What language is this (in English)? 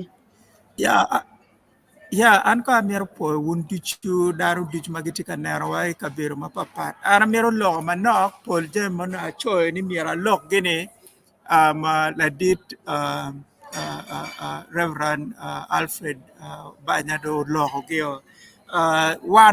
Acoli